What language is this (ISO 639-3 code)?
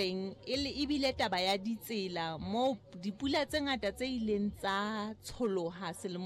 sot